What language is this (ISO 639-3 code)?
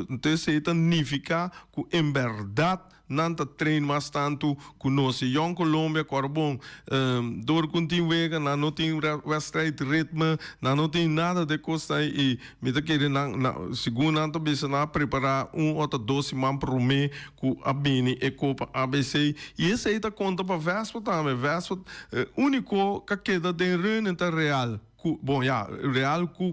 pap